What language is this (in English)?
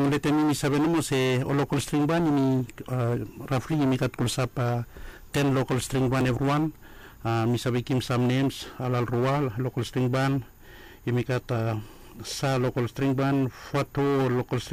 Bislama